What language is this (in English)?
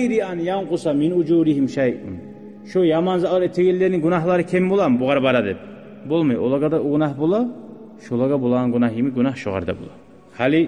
Kumyk